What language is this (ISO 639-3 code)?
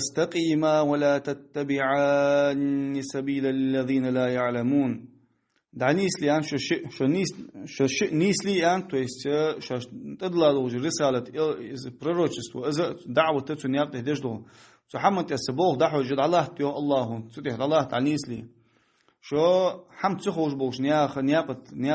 inh